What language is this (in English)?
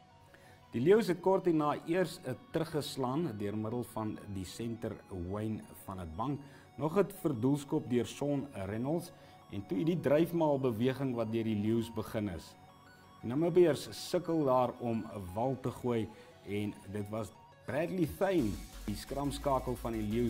Afrikaans